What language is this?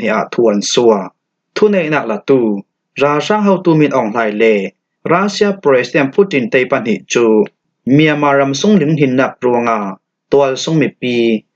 Falam Chin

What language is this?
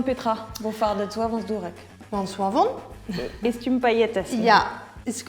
Breton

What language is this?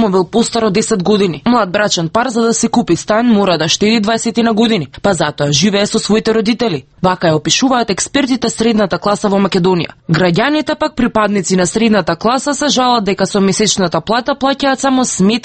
Macedonian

